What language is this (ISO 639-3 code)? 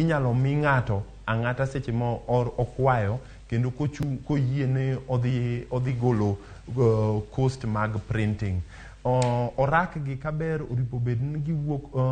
luo